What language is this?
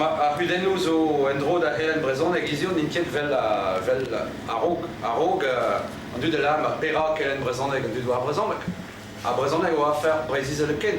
Breton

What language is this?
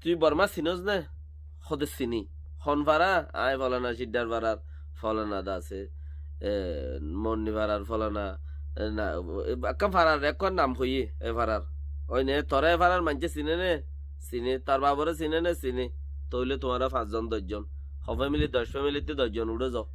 Rohingya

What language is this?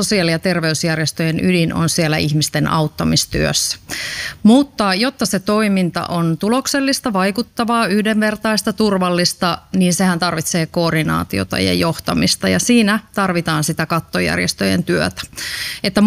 Finnish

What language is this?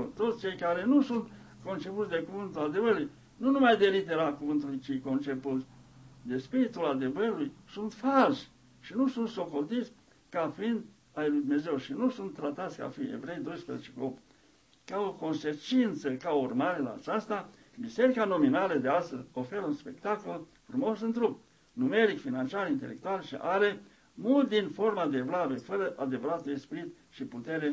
Romanian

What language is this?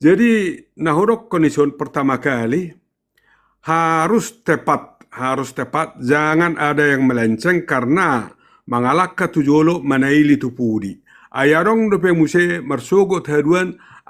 Batak Toba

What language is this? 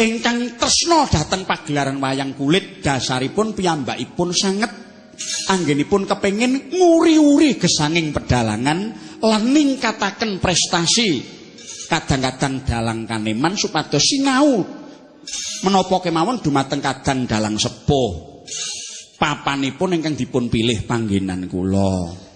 Javanese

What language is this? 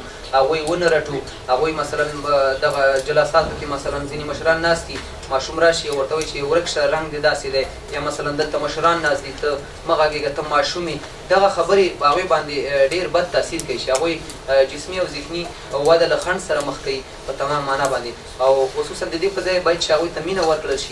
Pashto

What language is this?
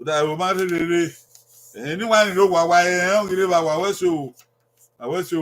Bini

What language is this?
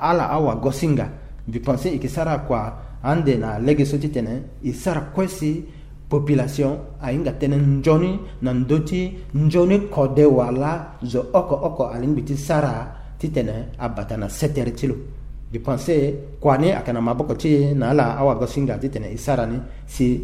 Sango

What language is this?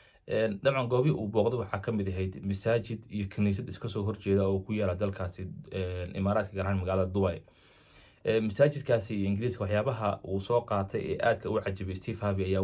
Somali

